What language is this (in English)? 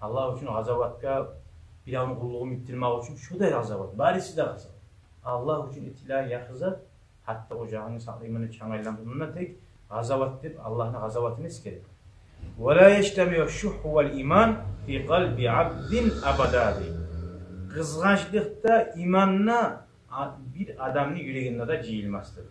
Kumyk